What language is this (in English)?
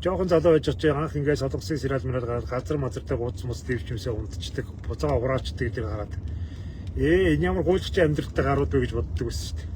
Mongolian